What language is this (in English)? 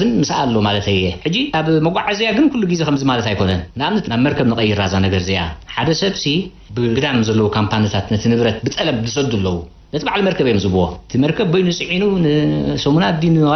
Tigrinya